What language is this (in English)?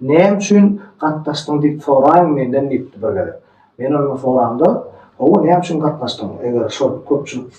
Turkmen